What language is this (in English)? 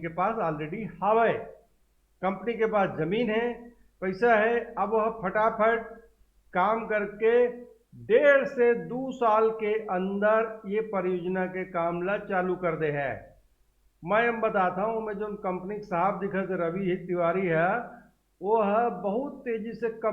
Chhattisgarhi